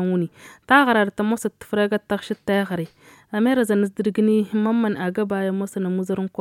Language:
Tamasheq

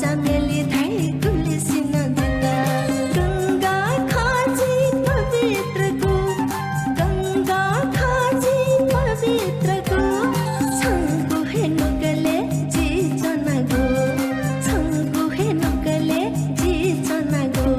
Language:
Newari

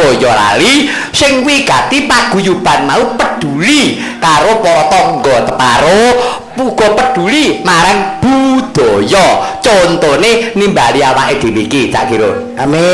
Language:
Javanese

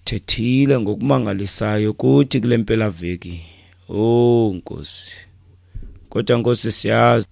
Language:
Xhosa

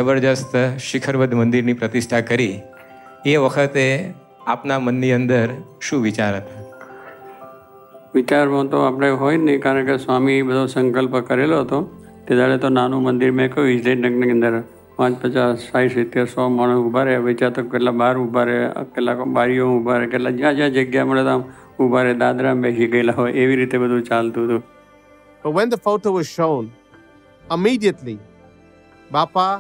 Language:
Gujarati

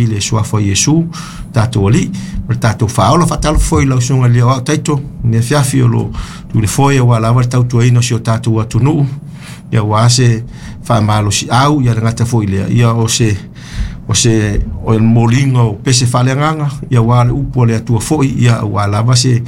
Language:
Samoan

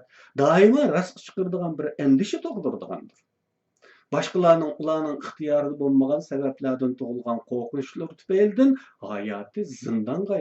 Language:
Uyghur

